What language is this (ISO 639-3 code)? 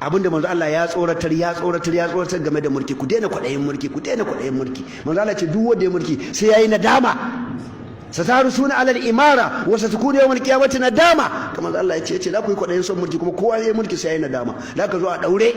hau